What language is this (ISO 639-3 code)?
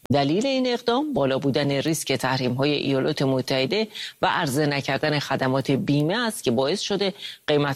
fas